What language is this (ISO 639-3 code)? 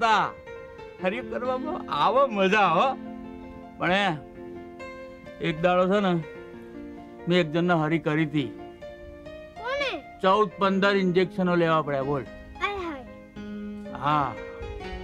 guj